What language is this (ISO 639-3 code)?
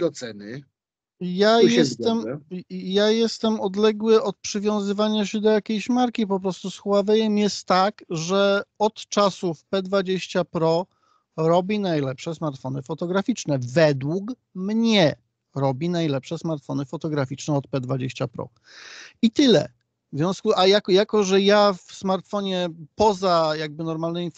pol